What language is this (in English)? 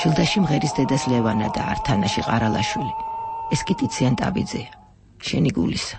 Georgian